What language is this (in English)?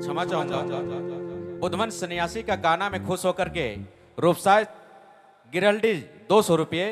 Sadri